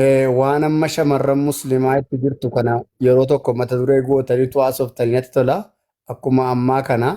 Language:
Oromo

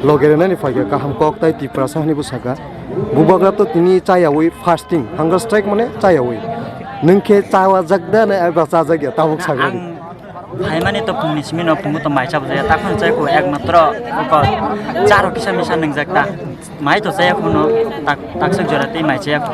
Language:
Kok Borok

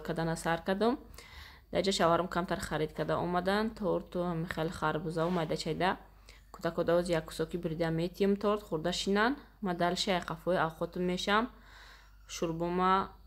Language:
Tajik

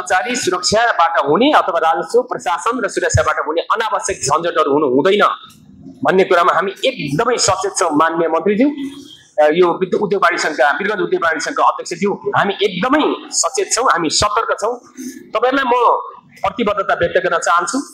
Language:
Nepali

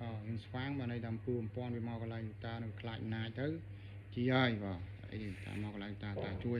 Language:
Khmer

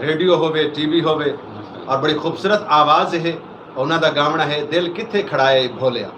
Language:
Saraiki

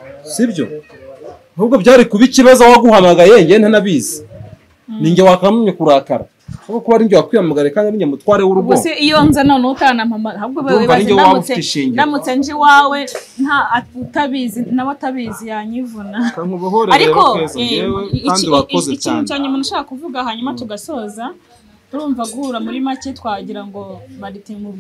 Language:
Kinyarwanda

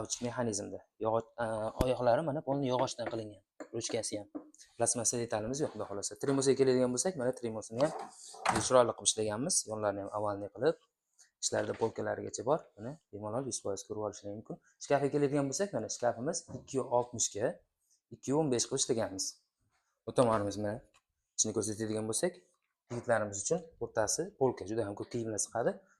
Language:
Uzbek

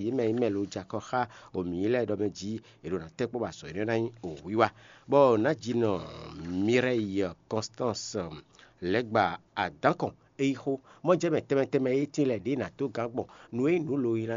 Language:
Fon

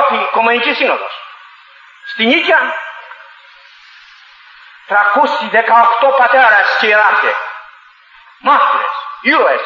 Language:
Greek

